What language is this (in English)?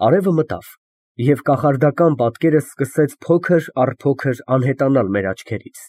Armenian